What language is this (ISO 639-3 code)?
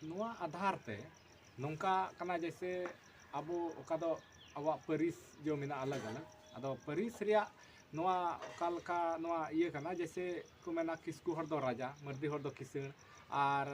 sat